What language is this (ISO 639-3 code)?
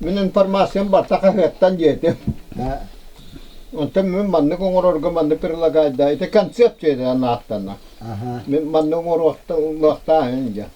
sah